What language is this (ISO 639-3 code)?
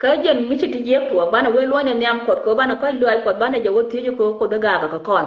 nus